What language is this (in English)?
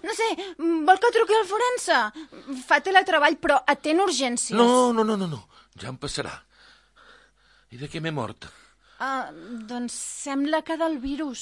Catalan